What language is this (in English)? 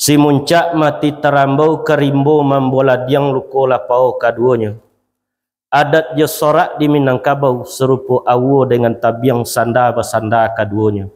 Minangkabau